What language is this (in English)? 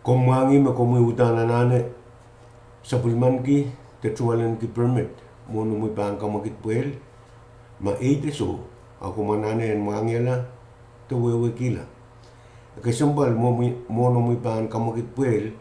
Pohnpeian